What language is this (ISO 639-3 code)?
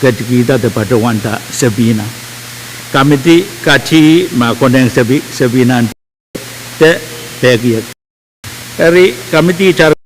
pon